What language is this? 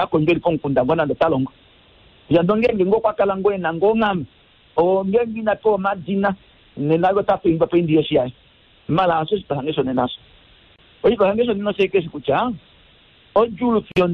Kuanyama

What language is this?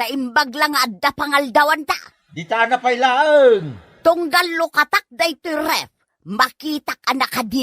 Iloko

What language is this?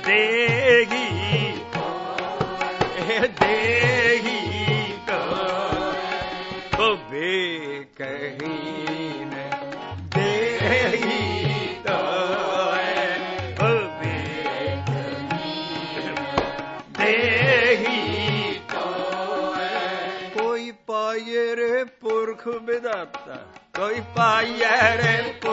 Punjabi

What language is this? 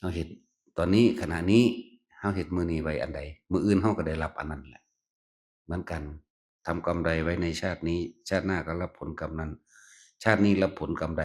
Northeastern Thai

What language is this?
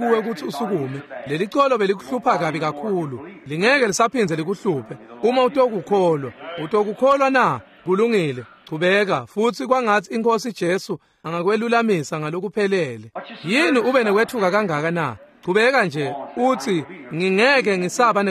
Swati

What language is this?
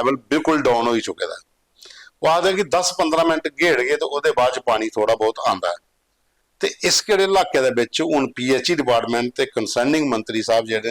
Dogri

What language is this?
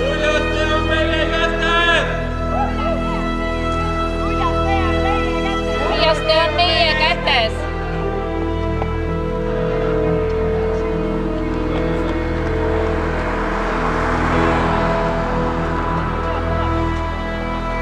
Estonian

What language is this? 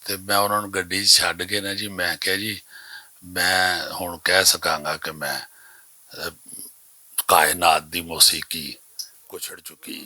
Western Panjabi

